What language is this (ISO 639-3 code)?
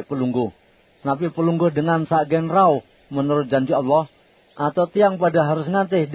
sas